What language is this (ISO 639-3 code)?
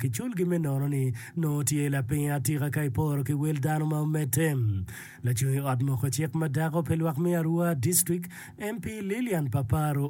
ach